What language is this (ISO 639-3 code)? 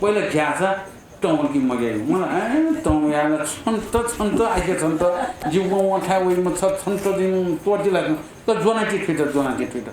new